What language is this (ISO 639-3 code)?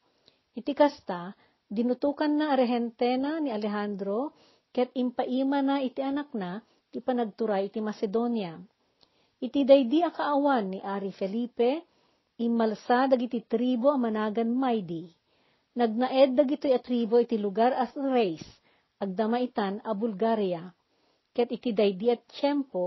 ilo